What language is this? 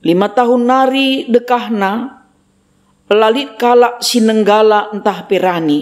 Batak Karo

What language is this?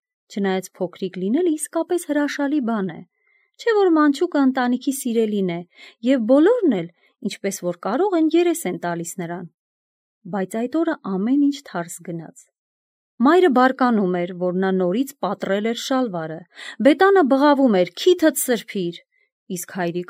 Armenian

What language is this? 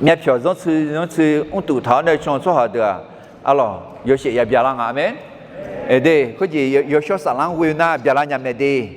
Akha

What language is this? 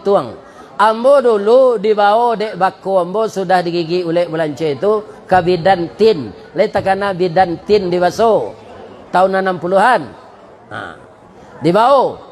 Minangkabau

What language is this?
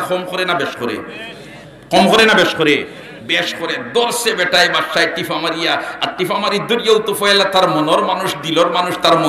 Sylheti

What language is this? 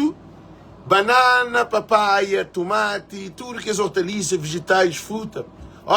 Kabuverdianu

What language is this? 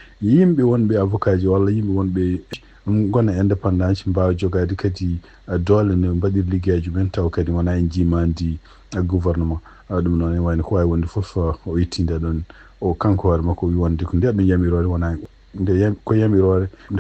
Fula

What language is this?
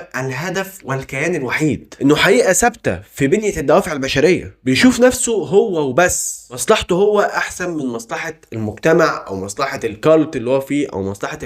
Egyptian Arabic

